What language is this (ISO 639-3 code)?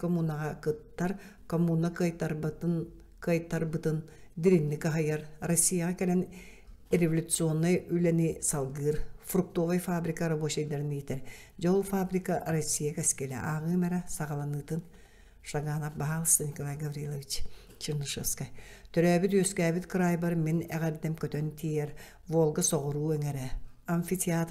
sah